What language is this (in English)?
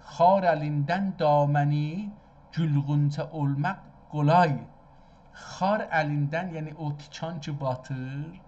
South Azerbaijani